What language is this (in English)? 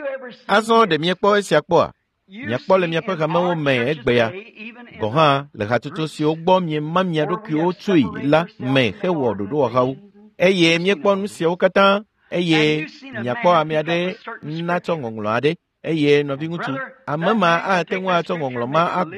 Ewe